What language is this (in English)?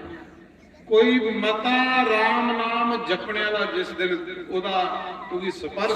Dogri